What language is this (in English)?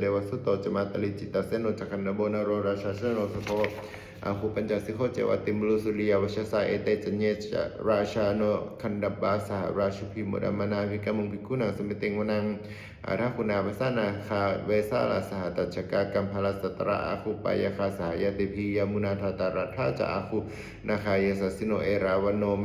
Pali